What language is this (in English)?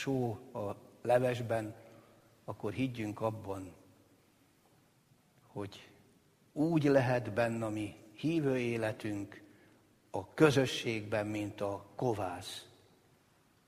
Hungarian